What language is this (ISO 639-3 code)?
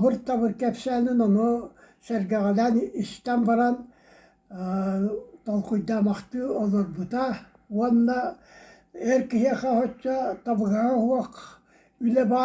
sah